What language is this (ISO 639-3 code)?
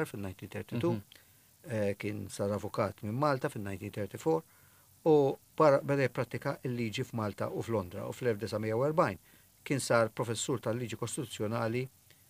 mlt